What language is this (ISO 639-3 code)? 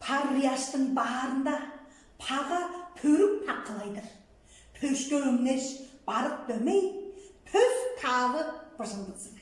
tyv